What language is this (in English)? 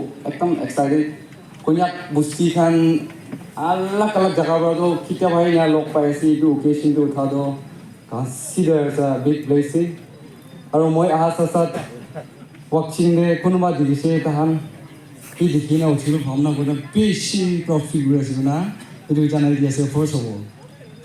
Naga Pidgin